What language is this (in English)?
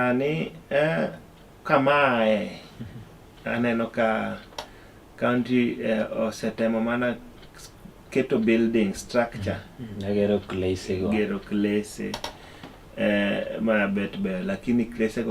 Luo (Kenya and Tanzania)